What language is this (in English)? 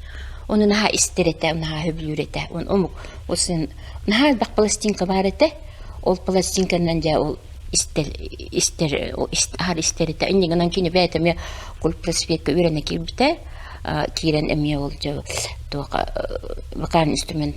Yakut